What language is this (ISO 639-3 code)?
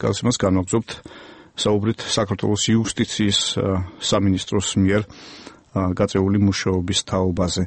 kat